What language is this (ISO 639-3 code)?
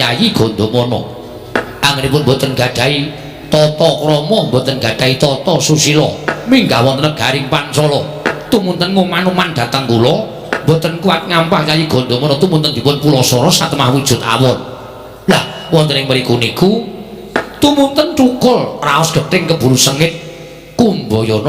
jav